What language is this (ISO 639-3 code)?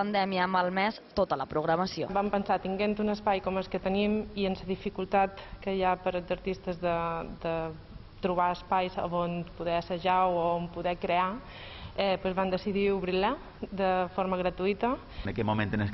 cat